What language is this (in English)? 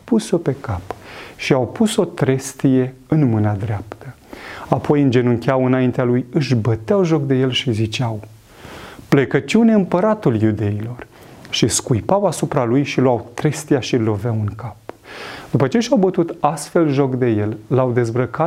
Romanian